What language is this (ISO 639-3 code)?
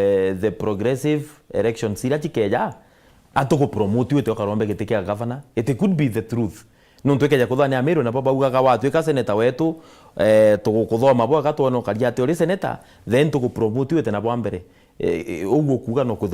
mer